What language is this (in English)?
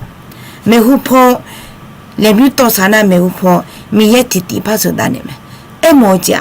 Akha